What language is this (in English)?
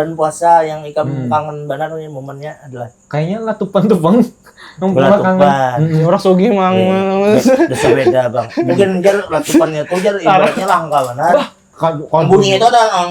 Banjar